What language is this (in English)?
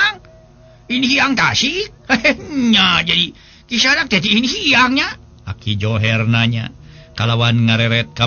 Sundanese